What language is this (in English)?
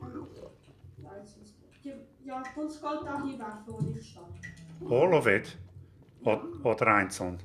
Swiss German